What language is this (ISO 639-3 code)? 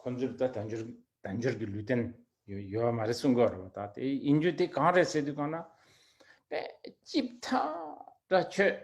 bod